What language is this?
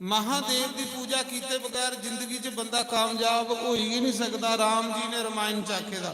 Dogri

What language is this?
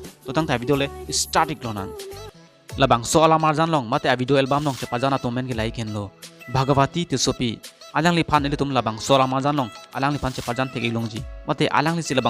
Karbi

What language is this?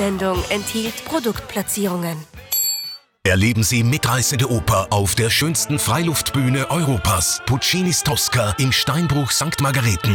German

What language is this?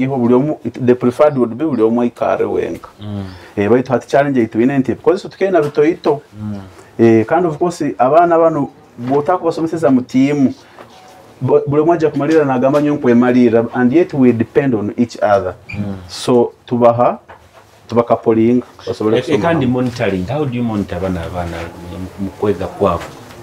Nyoro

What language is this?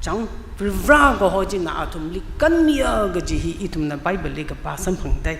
Tangkhul Naga (India)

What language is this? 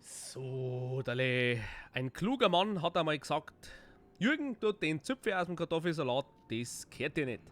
Bavarian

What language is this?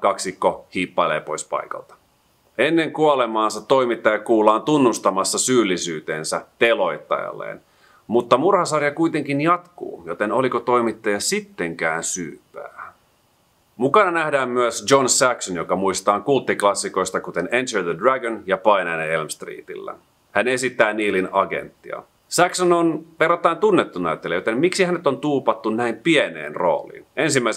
Finnish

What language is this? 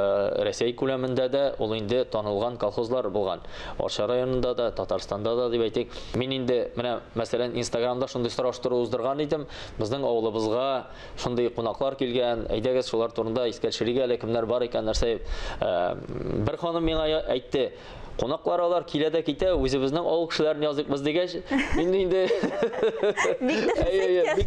Tatar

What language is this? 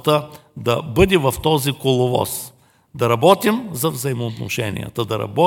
Bulgarian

